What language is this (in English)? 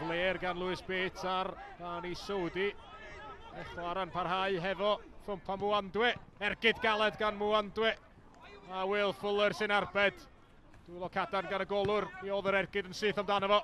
Welsh